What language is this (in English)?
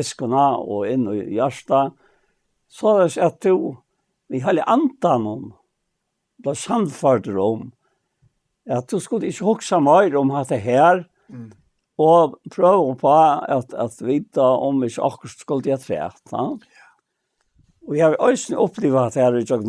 Faroese